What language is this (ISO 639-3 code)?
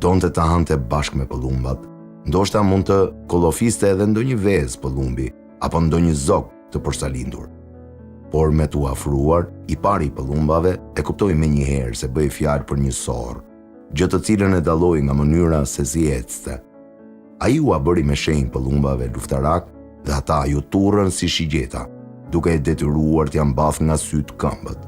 sqi